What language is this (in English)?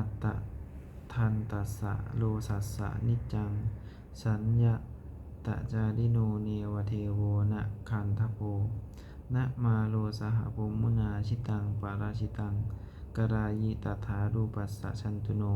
Pali